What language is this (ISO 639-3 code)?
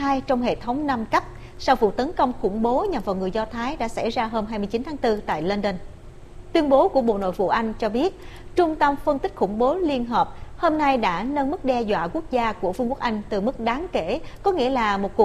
vie